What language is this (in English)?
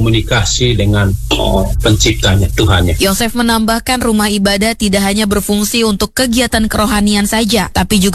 Indonesian